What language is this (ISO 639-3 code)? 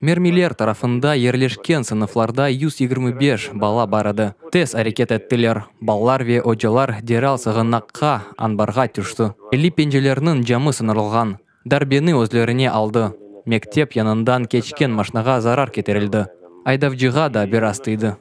crh